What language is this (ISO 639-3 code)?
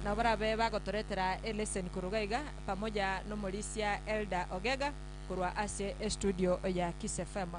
guz